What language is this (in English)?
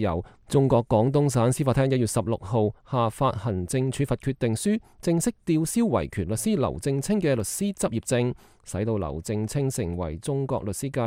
Cantonese